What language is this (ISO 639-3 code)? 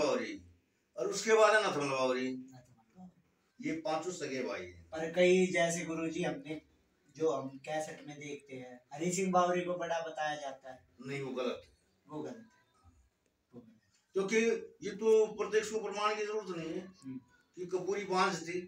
hin